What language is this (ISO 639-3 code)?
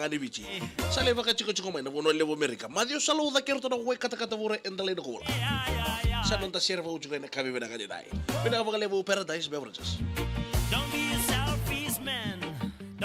fij